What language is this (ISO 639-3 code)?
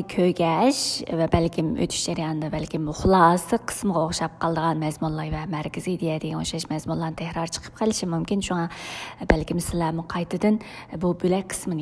uig